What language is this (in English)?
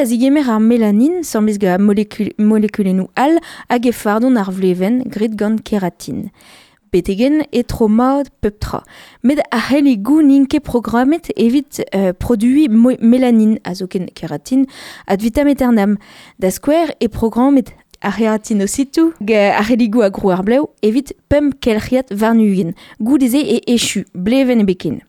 Breton